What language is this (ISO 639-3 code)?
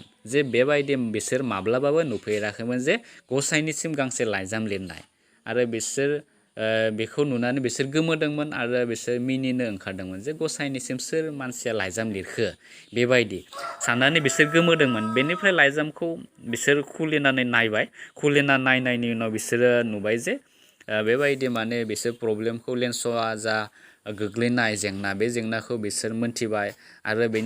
brx